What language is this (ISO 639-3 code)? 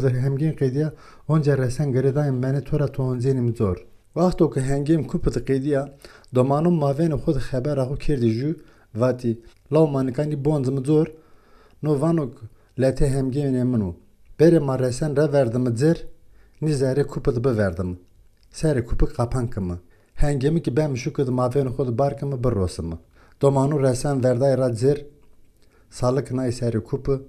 zza